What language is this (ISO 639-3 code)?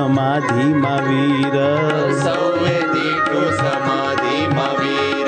guj